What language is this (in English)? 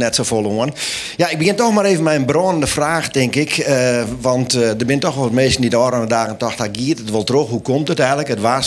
Western Frisian